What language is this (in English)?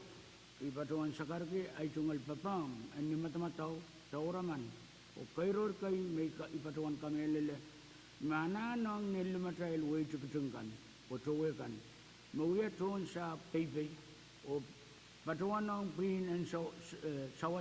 Pohnpeian